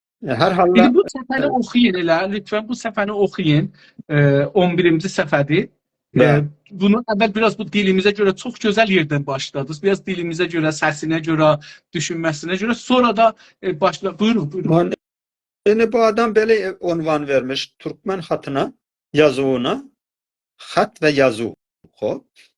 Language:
South Azerbaijani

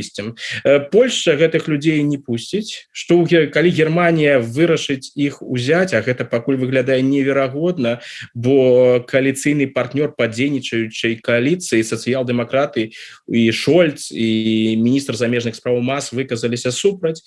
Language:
Belarusian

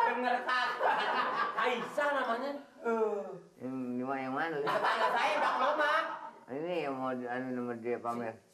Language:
Betawi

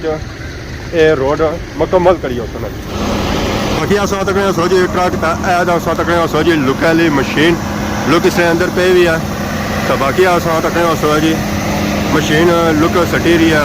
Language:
Pahari-Potwari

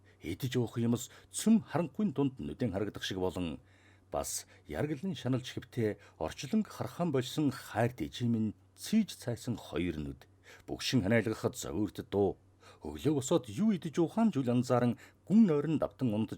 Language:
Mongolian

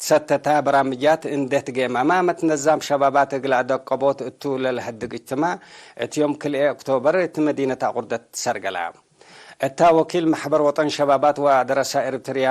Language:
Tigre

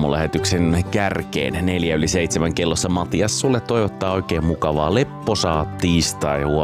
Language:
Finnish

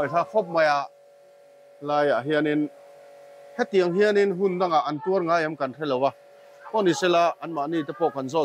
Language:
Mizo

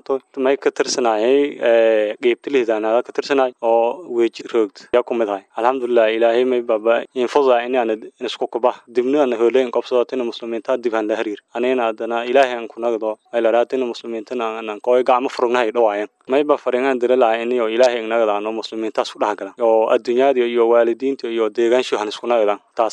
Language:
Somali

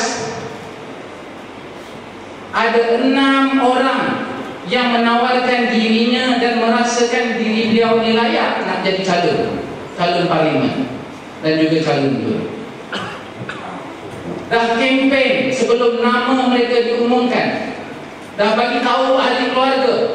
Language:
Malay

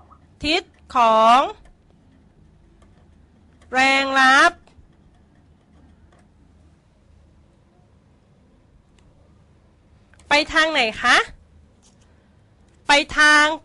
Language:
Thai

